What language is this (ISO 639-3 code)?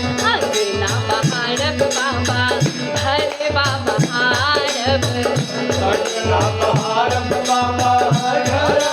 mai